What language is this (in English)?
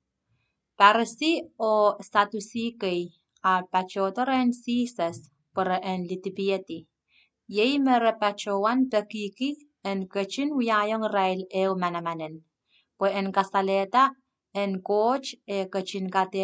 Pohnpeian